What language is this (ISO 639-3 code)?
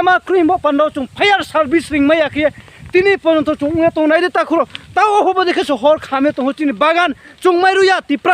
ria